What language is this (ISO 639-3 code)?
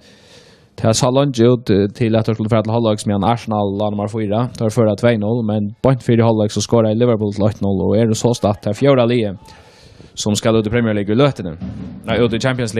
fao